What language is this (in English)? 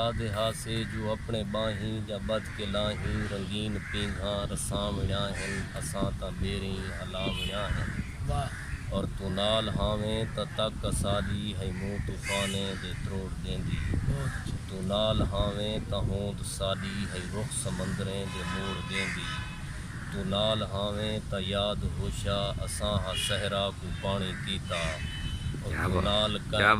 Saraiki